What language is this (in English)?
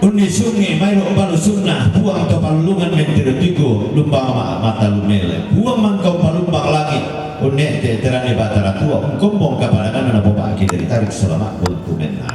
Toraja-Sa'dan